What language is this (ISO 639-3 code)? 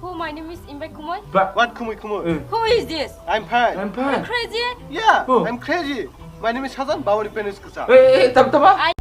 trp